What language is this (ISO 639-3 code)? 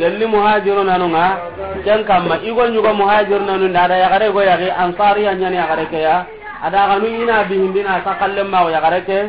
snk